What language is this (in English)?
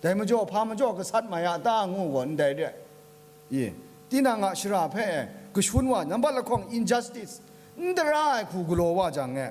Kachin